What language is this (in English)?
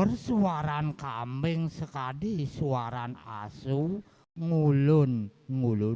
Balinese